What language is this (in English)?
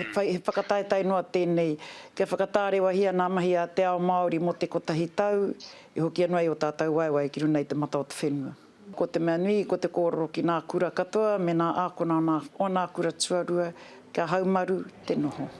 Māori